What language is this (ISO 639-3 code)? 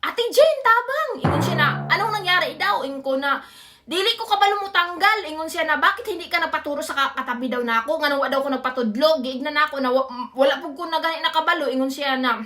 ceb